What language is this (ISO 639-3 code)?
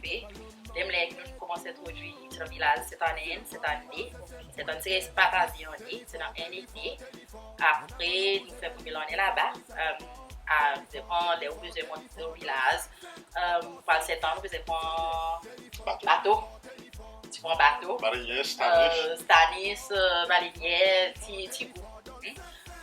crs